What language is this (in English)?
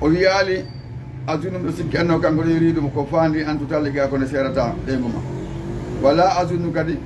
Fula